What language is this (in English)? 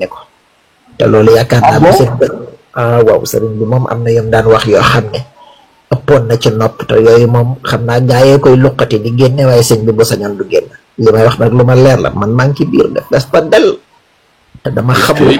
Wolof